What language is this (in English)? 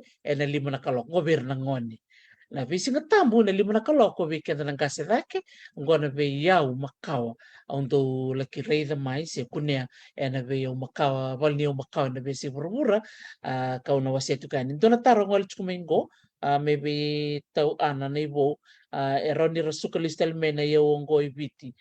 Fijian